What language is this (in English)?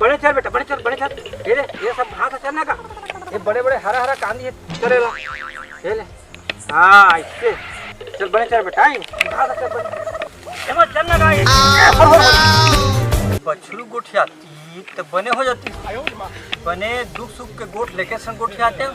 Chhattisgarhi